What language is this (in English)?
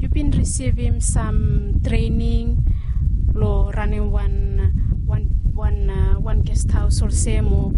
Bislama